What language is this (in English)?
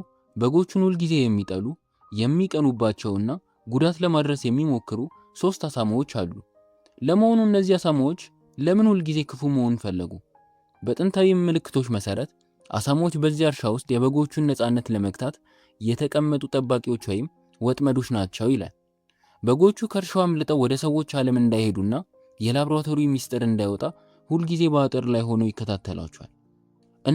Amharic